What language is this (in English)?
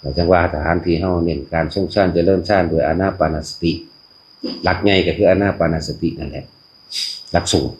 Northeastern Thai